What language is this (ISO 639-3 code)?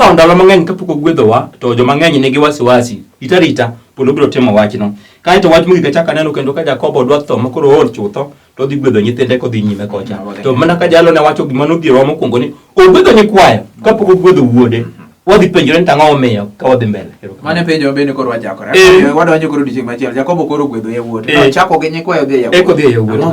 luo